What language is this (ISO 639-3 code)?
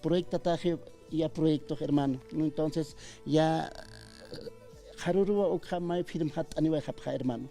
aym